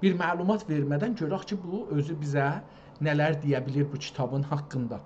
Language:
South Azerbaijani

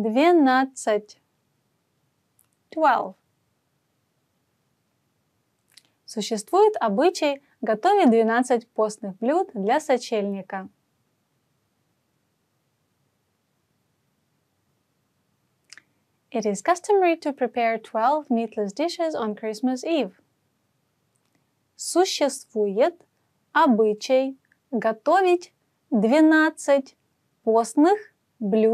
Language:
Russian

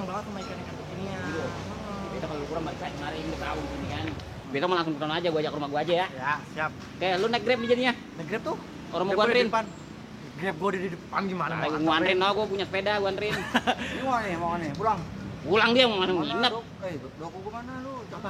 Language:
Betawi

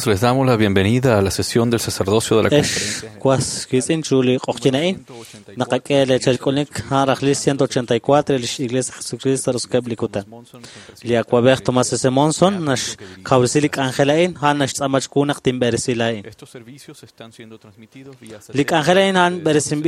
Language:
Kekchí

